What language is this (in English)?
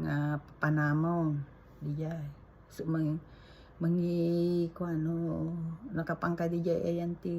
Iloko